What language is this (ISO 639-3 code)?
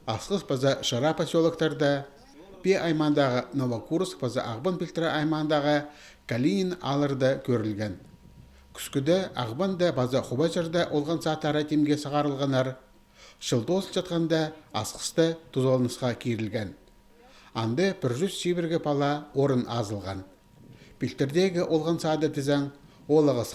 kjh